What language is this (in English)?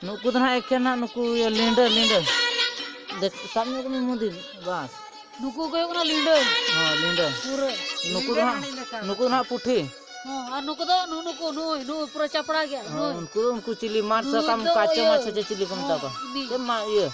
Santali